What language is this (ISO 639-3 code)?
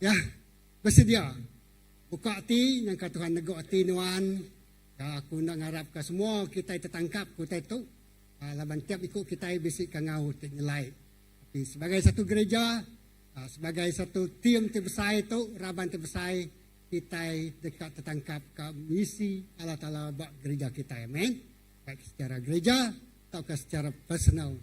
iba